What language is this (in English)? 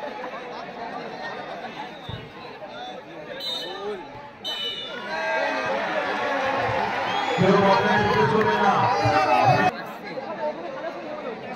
Bangla